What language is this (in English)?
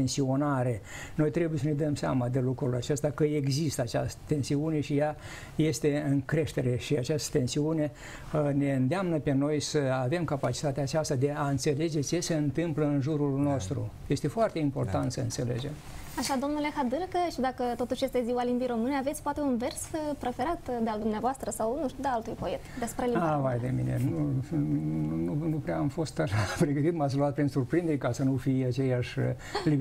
Romanian